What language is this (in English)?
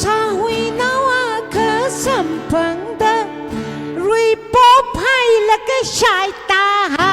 Tangkhul Naga (India)